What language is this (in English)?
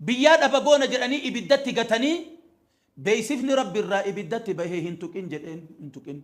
Oromo